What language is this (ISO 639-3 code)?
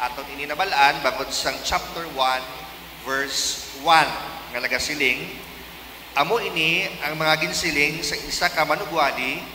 hil